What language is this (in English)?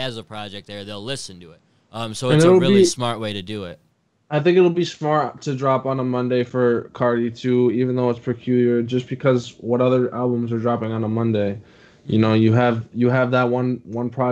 English